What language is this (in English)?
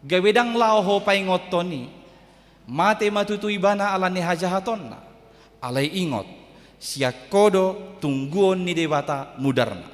Batak Toba